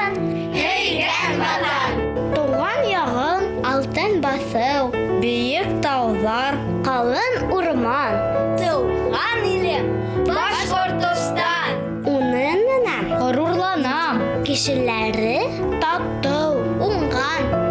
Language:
Bashkir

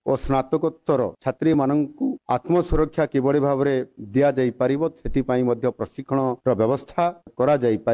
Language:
Odia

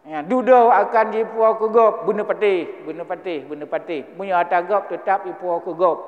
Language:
Achinese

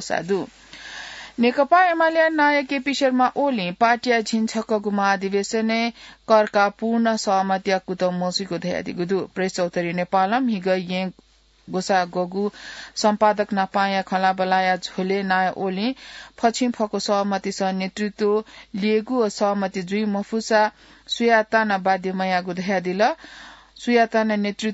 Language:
Newari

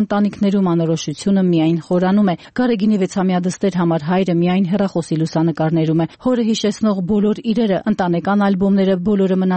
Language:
Armenian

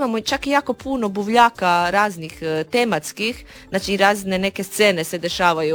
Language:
Croatian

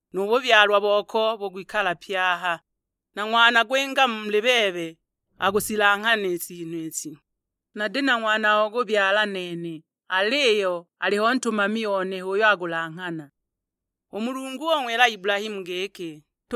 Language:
Sukuma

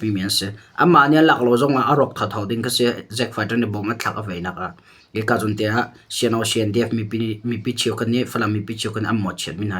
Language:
Hakha Chin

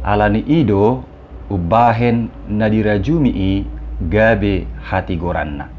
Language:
Batak Toba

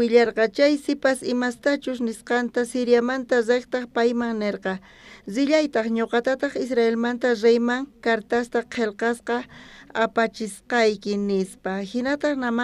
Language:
South Bolivian Quechua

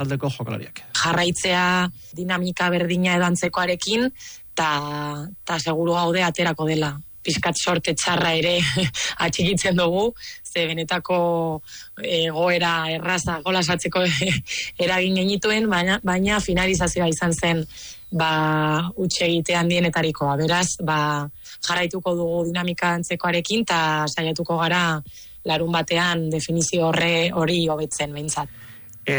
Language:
Basque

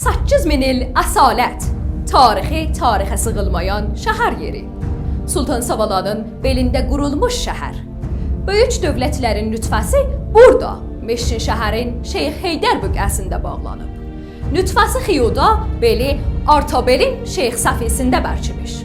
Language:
South Azerbaijani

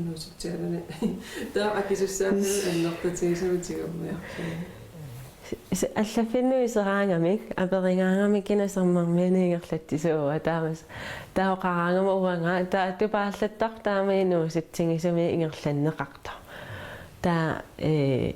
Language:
Kalaallisut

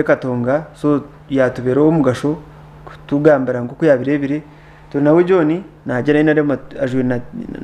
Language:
Nyankole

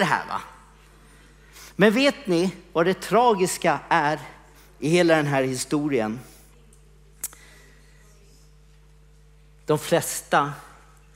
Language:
Swedish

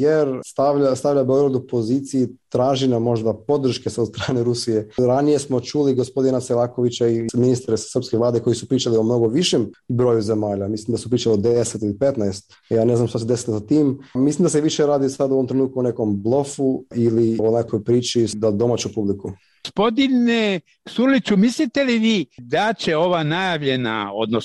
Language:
Serbian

